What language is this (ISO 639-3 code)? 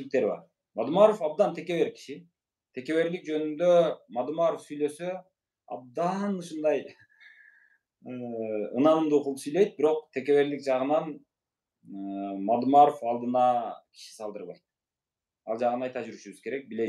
kir